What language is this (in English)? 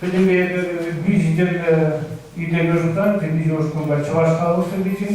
Chuvash